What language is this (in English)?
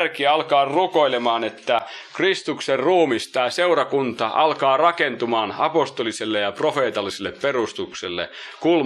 Finnish